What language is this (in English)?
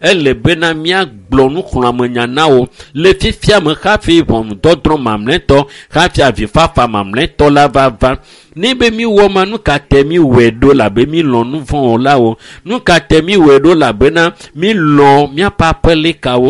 Ewe